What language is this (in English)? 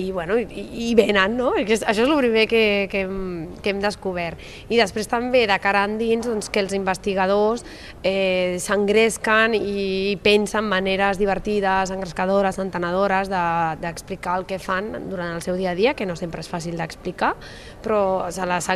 Catalan